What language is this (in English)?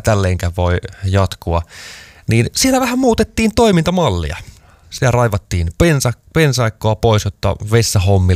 Finnish